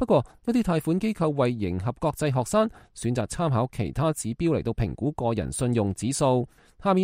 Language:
Cantonese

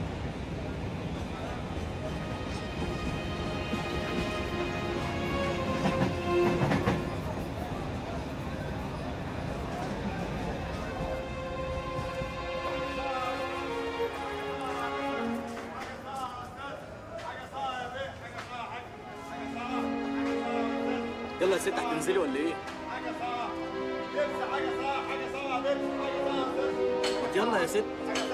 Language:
Egyptian Arabic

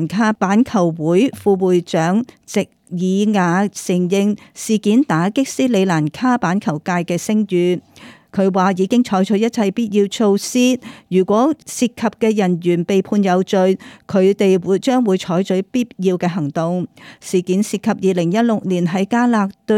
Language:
Cantonese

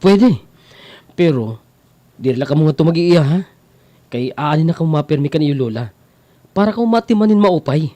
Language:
Waray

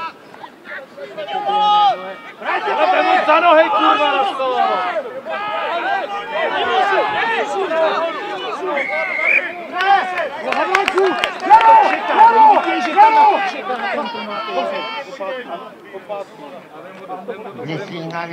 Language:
Czech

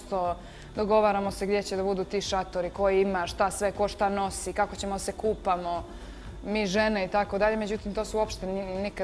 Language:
Bosnian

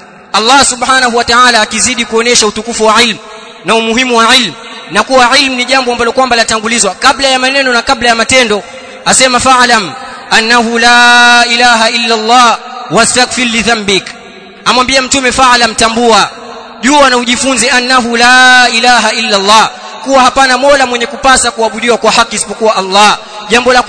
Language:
Swahili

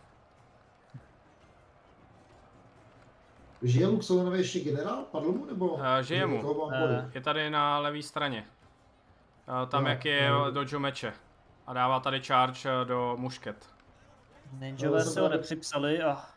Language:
Czech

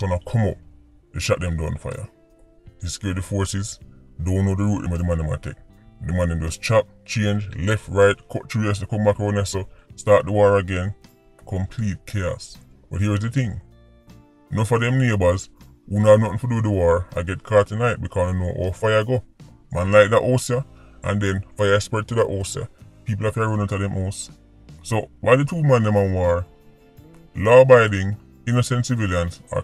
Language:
Jamaican Creole English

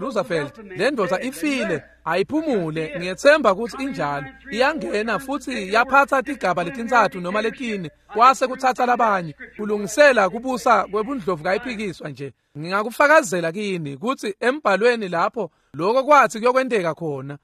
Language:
Swati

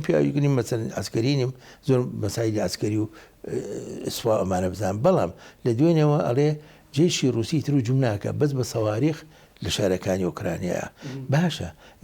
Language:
Central Kurdish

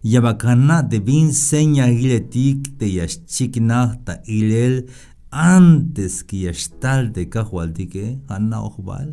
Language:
Tzeltal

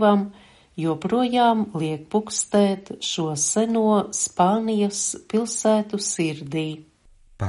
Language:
Latvian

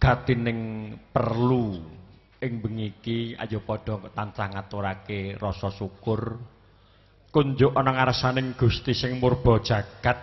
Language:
Javanese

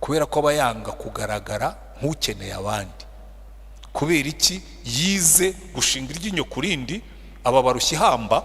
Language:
Kinyarwanda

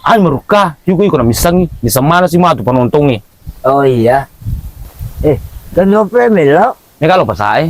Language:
Buginese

